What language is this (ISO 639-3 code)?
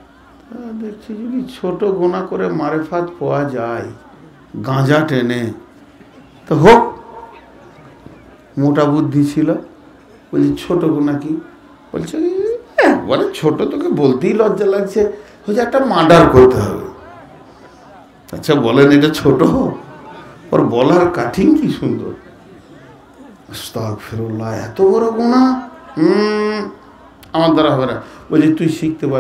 ben